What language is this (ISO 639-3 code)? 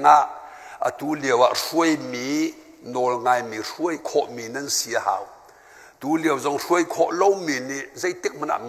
cnh